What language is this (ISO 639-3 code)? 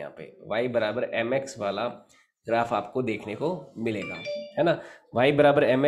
hin